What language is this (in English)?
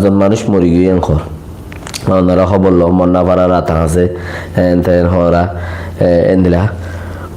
Rohingya